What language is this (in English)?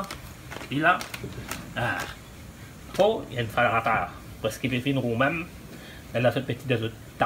Morisyen